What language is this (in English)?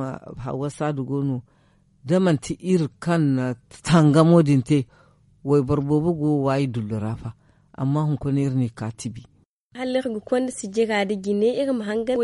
Zarma